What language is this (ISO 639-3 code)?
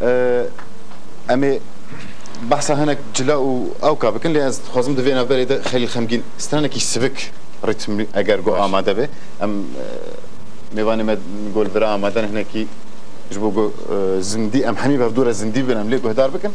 kur